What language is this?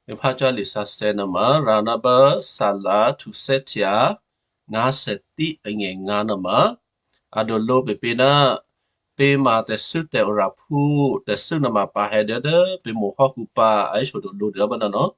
Western Kayah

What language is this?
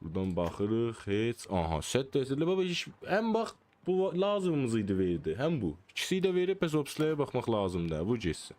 South Azerbaijani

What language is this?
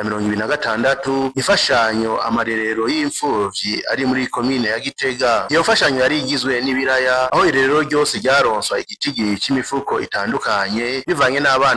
Rundi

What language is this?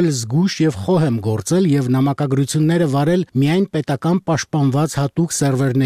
Armenian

